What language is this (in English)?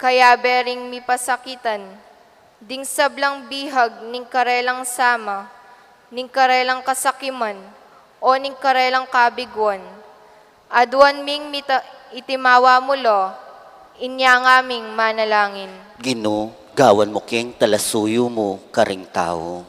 Pampanga